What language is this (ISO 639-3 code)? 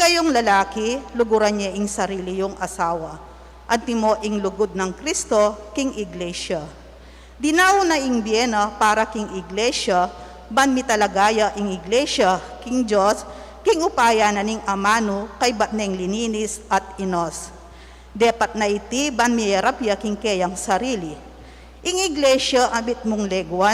pam